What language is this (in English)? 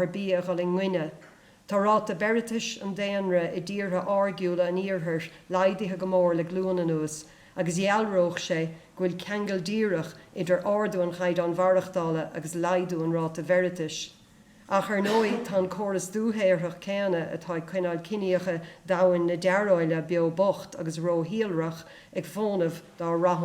Irish